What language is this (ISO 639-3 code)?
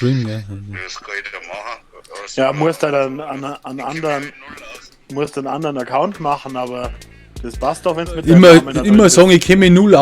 bar